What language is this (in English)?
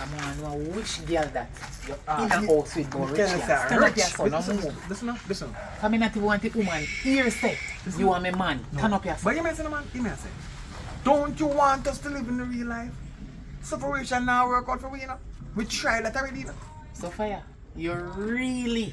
Jamaican Creole English